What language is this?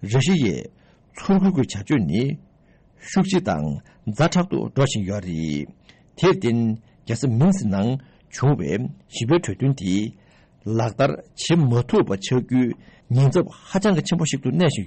Tibetan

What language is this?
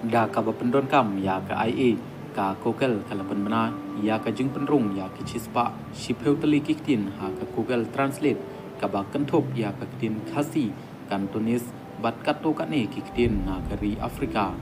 Khasi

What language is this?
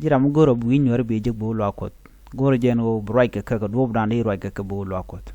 Nuer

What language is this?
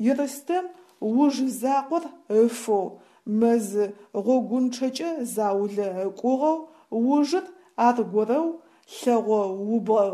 Adyghe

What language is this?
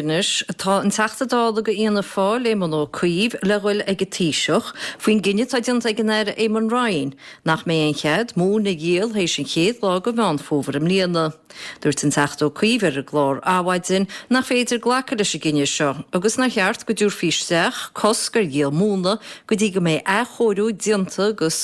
Irish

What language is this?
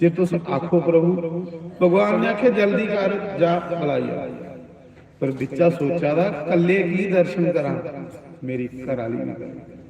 Dogri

